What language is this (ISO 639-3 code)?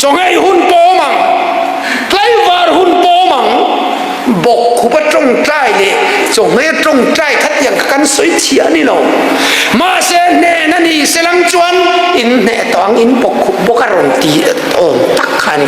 cnh